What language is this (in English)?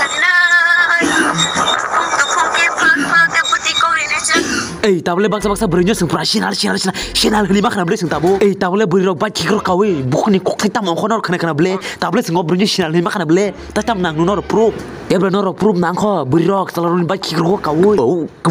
Kok Borok